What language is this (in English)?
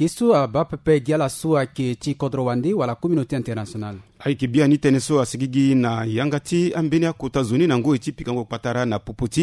Sango